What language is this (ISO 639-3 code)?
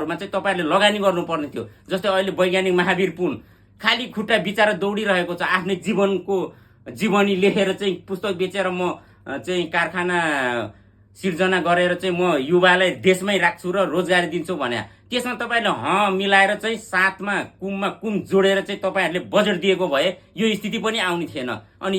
nep